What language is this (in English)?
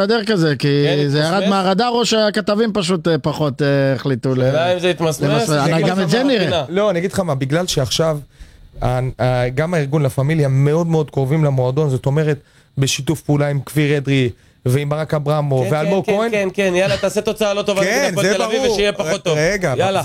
Hebrew